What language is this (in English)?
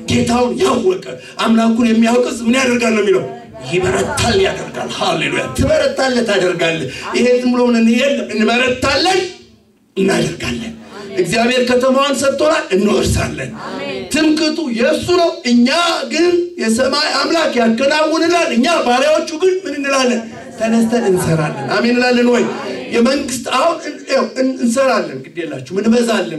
Amharic